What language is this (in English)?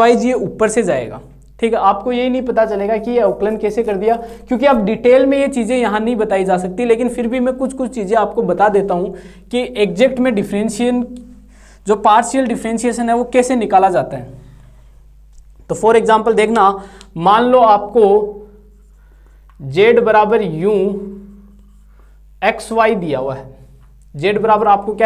Hindi